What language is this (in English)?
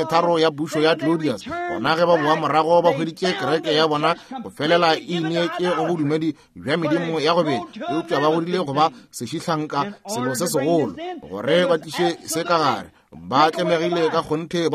Northern Sotho